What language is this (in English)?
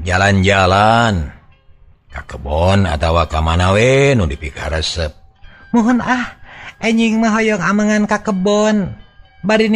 Sundanese